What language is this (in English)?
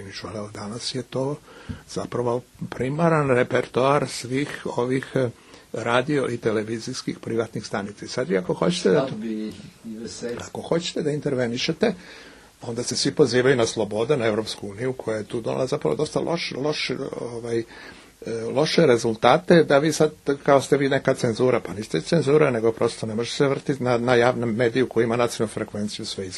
Serbian